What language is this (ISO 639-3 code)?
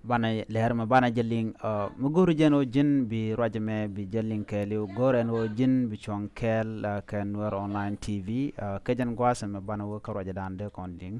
nus